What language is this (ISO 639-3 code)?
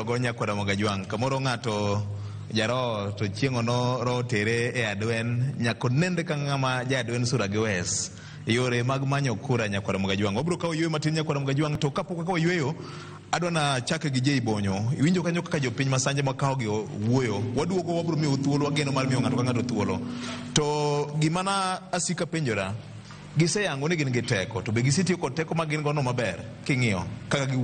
luo